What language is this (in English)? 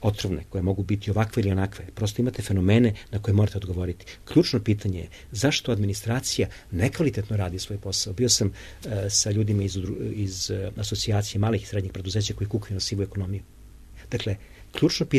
Serbian